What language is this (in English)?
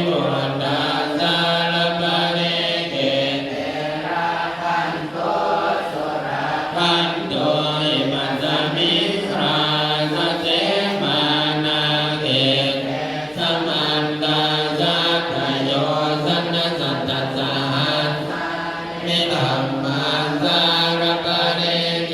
Pali